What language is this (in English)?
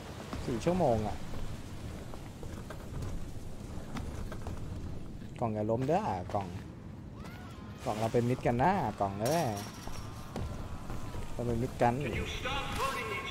Thai